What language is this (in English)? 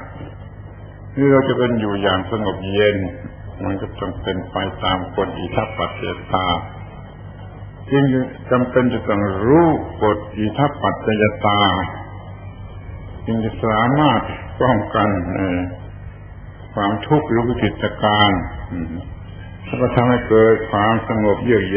Thai